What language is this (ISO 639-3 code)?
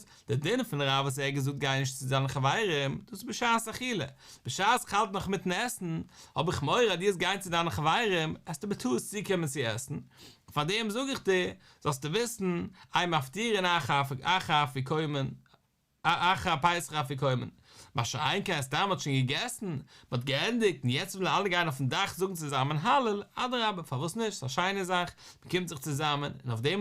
yid